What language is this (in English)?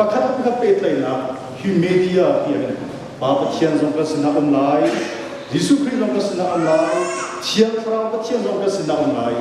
Hakha Chin